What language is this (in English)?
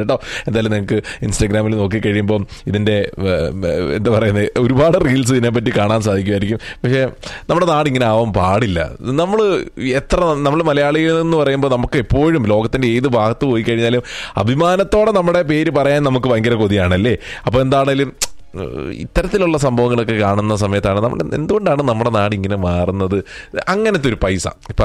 Malayalam